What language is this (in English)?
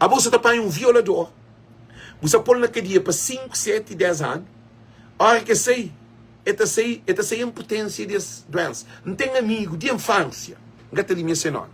Kabuverdianu